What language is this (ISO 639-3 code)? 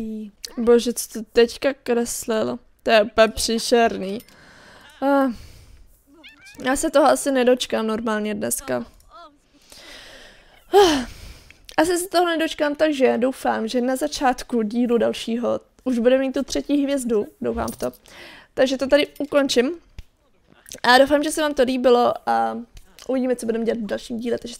ces